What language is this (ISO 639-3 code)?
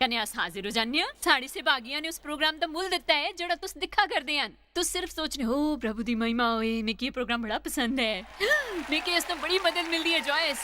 doi